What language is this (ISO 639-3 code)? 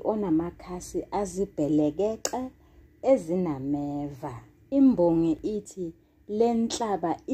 zul